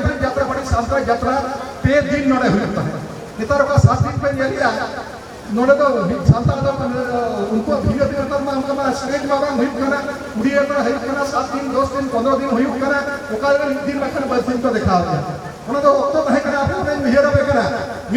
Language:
Santali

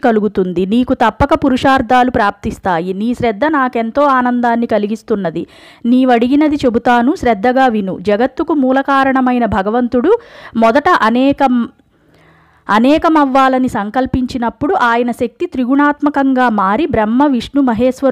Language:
Telugu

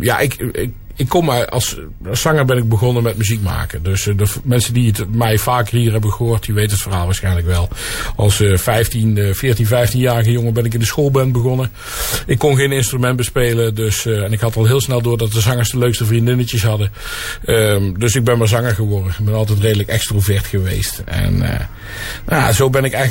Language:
Dutch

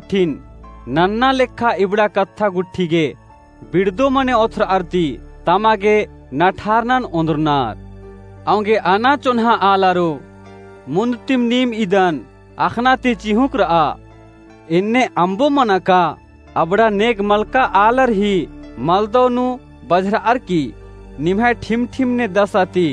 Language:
Kurukh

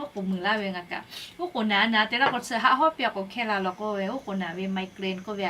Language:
Lahu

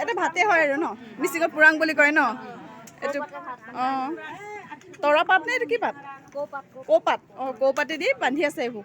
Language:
Assamese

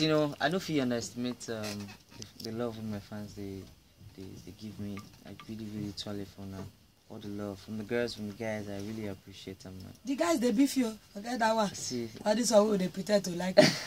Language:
Nigerian Pidgin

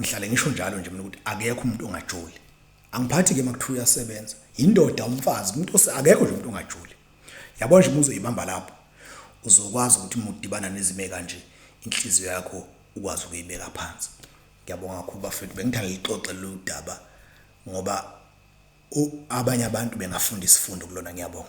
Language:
Zulu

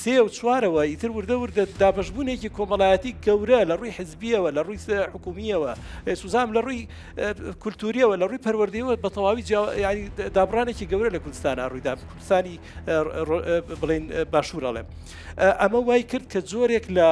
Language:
Central Kurdish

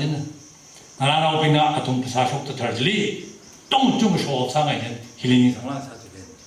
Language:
Tangkhul Naga (India)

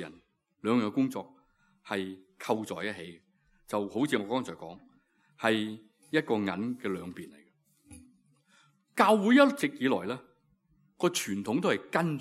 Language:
Cantonese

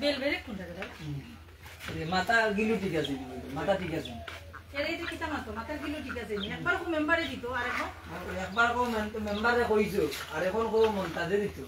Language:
Sylheti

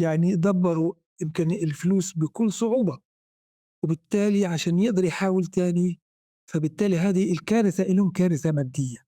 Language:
North Levantine Arabic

